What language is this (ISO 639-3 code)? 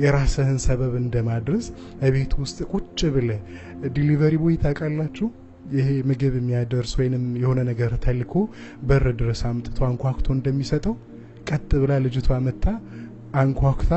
amh